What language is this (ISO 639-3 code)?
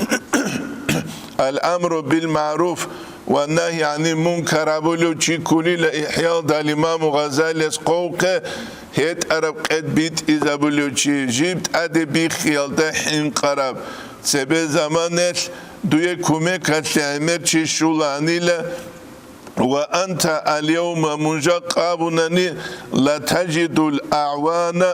ava